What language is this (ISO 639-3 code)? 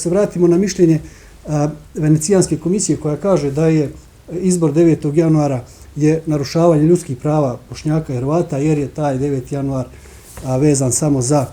bos